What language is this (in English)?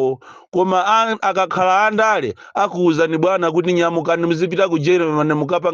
Nyanja